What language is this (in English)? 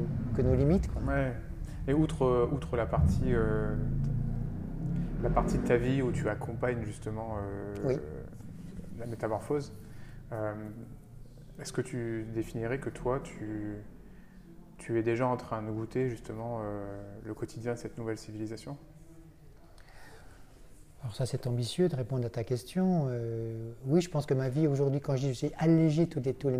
French